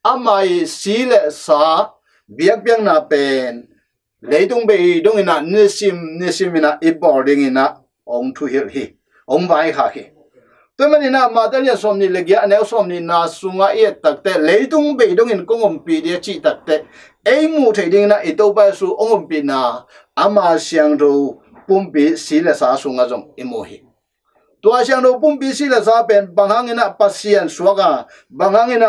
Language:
Tedim Chin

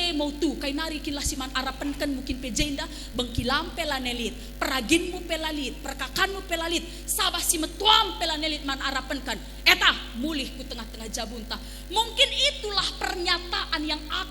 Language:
Batak Karo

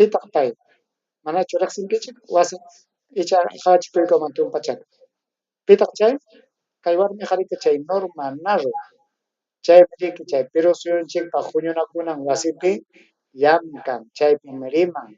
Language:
Ayacucho Quechua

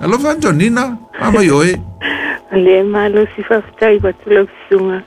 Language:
Samoan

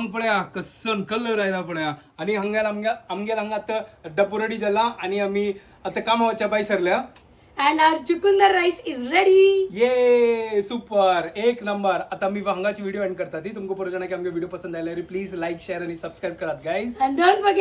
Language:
Konkani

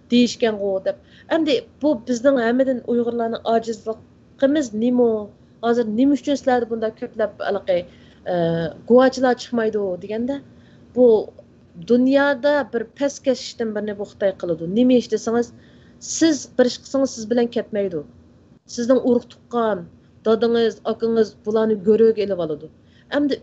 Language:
Uyghur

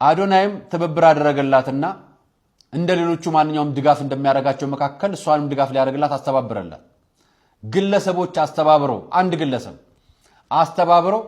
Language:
Amharic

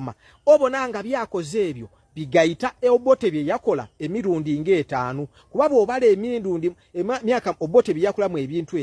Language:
Ganda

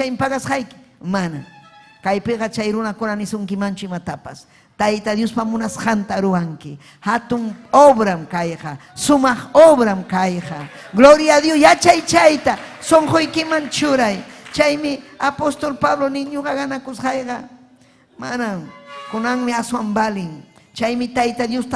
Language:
Ayacucho Quechua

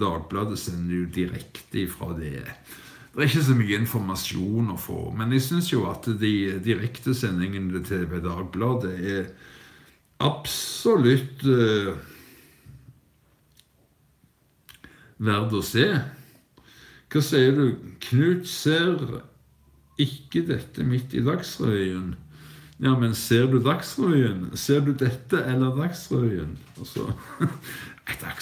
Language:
Norwegian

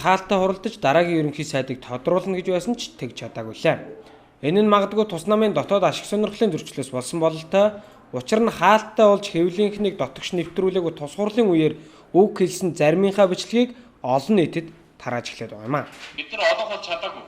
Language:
Mongolian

